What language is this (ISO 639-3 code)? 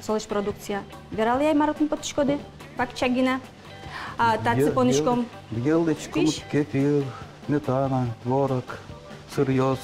udm